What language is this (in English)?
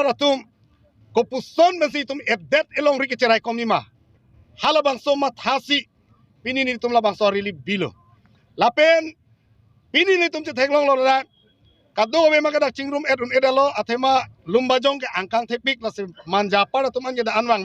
Karbi